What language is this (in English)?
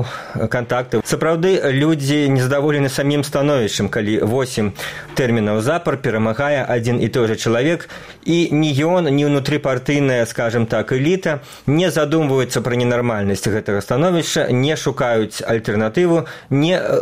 Belarusian